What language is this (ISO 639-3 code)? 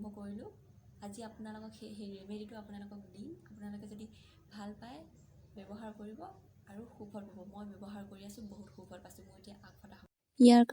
asm